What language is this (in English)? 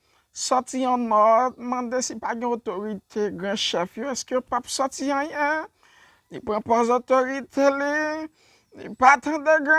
Haitian Creole